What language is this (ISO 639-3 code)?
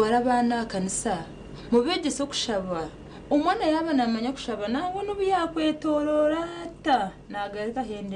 nyn